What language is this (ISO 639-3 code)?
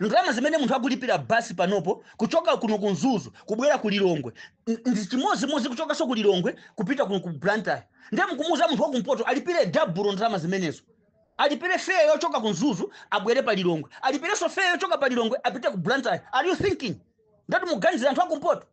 nya